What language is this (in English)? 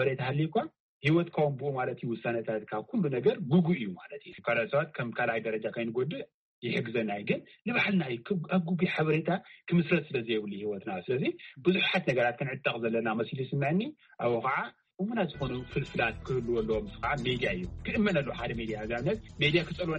Tigrinya